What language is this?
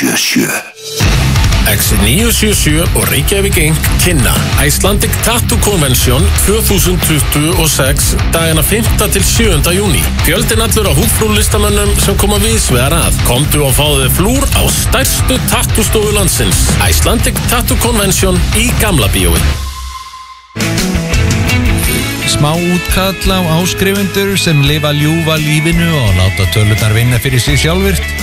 Icelandic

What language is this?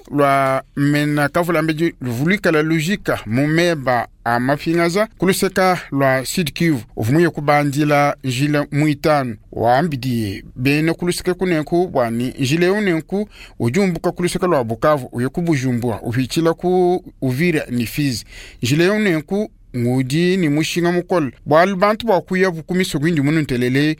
Luba-Lulua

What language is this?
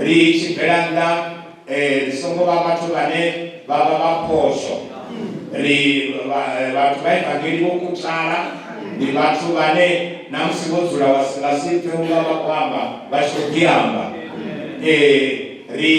Venda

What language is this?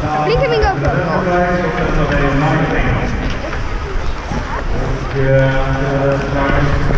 Swedish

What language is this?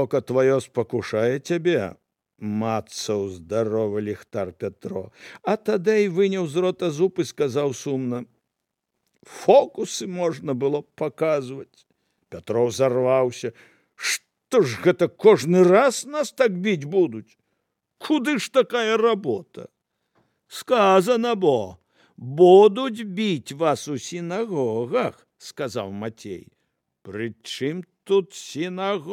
Belarusian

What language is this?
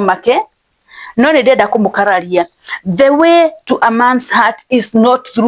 Kikuyu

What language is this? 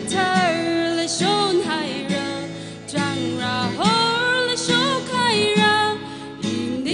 Tangkhul Naga (India)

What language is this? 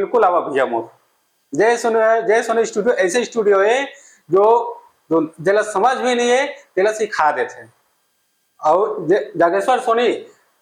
Chhattisgarhi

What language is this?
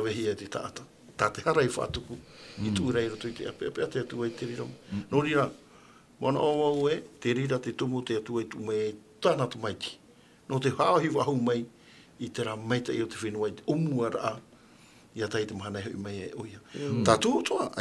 Tahitian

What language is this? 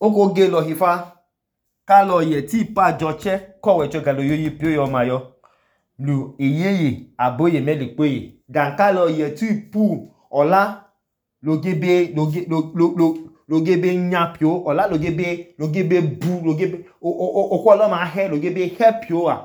Idoma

